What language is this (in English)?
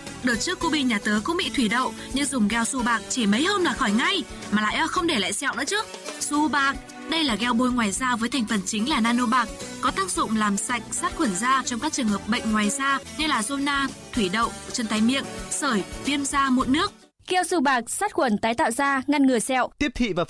Vietnamese